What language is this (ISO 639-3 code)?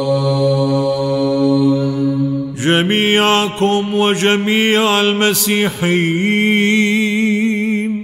ara